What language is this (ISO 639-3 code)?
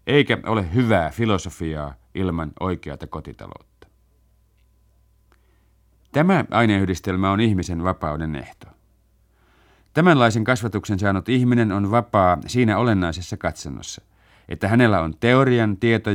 fin